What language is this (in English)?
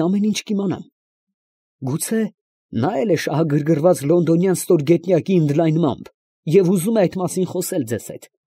Armenian